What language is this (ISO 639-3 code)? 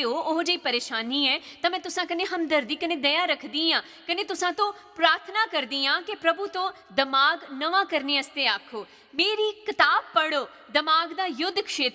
doi